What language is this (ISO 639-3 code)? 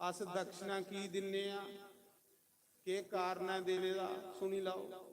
doi